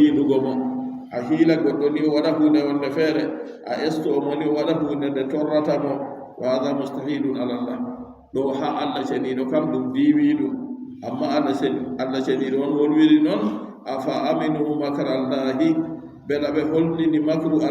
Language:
Adamawa Fulfulde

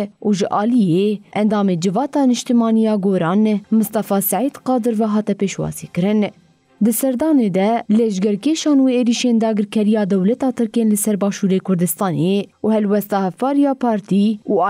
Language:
Kurdish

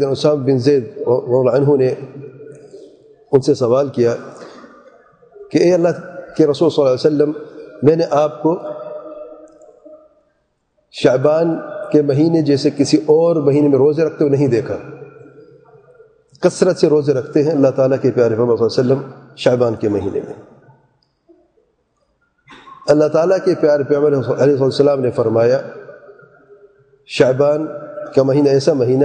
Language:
Urdu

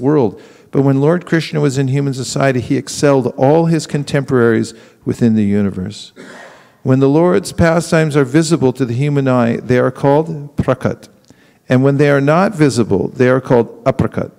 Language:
English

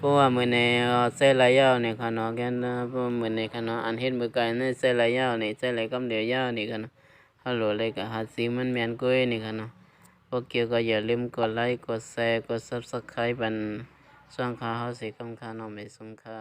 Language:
Shan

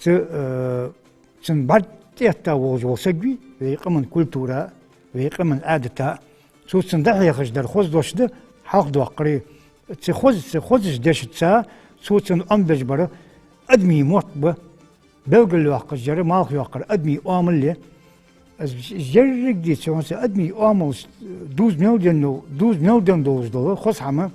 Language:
Ingush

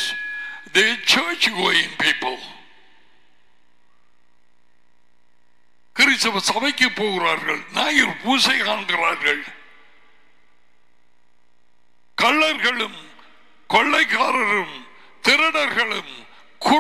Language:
Tamil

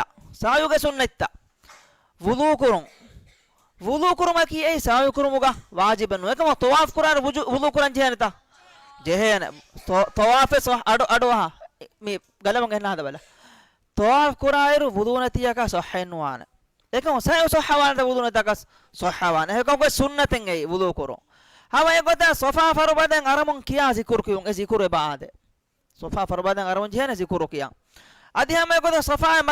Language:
Divehi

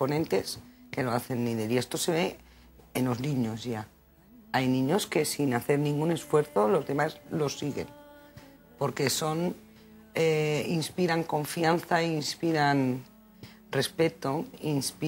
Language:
Spanish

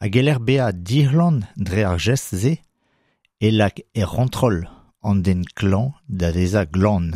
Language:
Breton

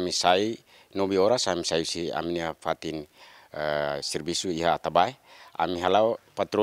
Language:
Tetum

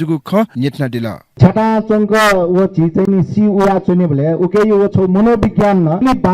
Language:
Newari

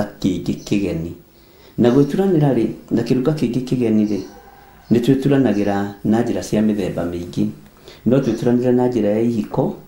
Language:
Kikuyu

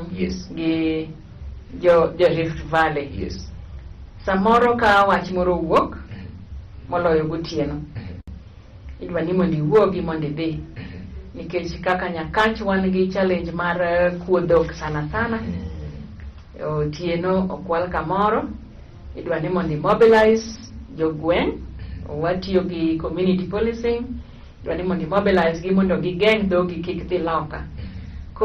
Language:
Luo (Kenya and Tanzania)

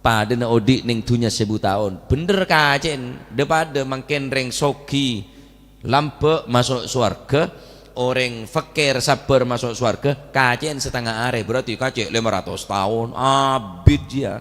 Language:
Madurese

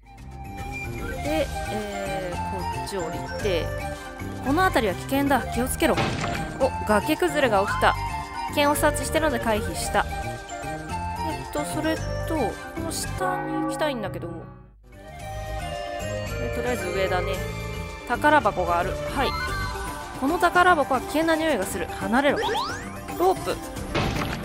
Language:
Japanese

